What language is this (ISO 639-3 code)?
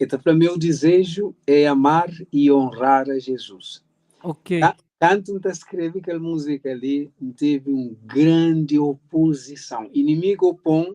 kea